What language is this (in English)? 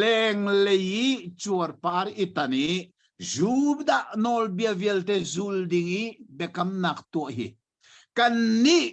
Hakha Chin